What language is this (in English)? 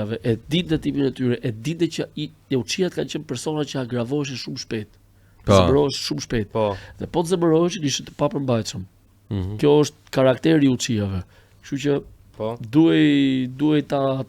Albanian